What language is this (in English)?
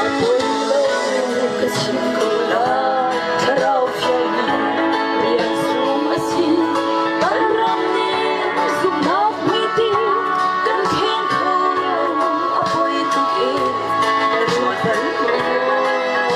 Hakha Chin